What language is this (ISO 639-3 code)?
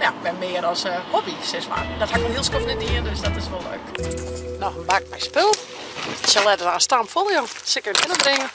fry